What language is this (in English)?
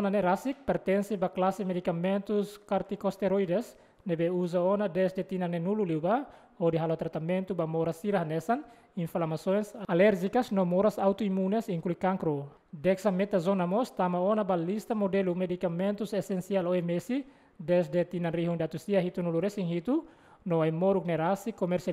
Tetum